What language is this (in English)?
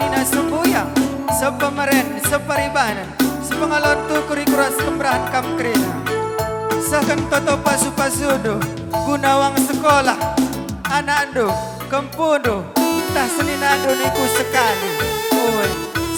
Batak Karo